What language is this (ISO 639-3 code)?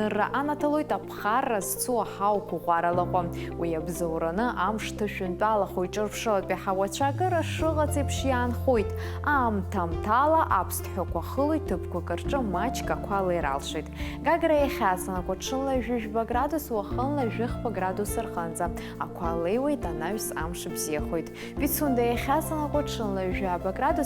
abk